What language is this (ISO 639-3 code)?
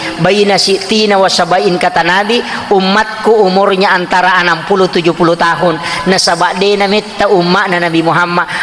bug